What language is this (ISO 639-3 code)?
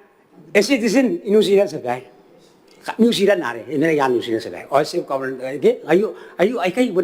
gil